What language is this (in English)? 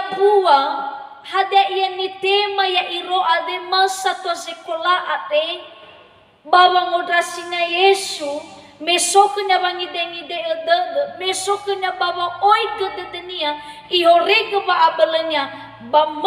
Nias